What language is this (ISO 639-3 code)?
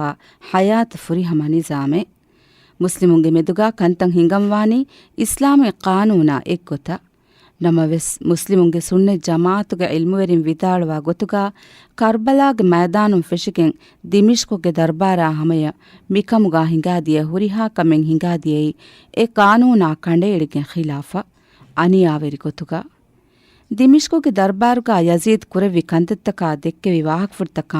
div